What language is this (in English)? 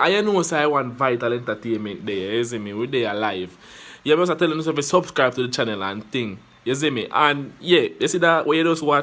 Jamaican Creole English